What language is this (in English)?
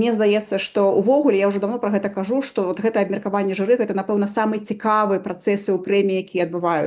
Belarusian